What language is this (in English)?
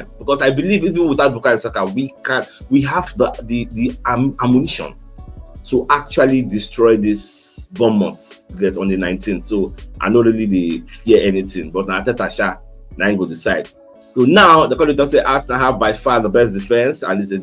Nigerian Pidgin